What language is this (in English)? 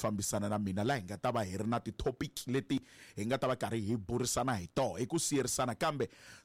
Tsonga